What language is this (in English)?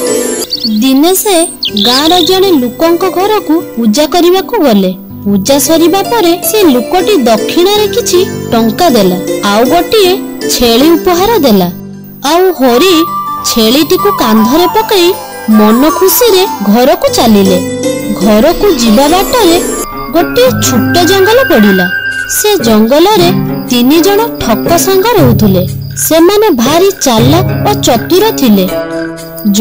Odia